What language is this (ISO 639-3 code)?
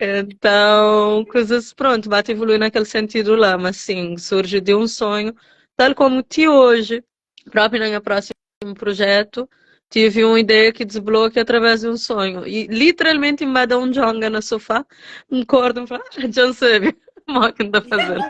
kea